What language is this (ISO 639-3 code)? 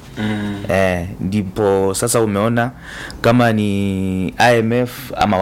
swa